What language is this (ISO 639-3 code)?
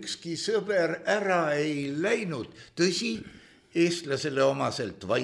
est